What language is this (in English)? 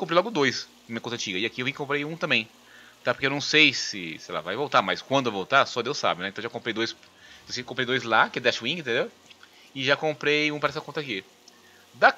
Portuguese